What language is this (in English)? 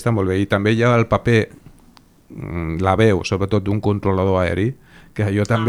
Catalan